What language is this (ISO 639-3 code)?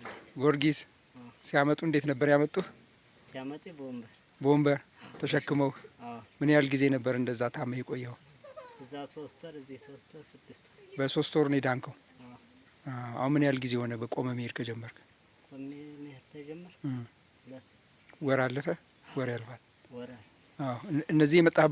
amh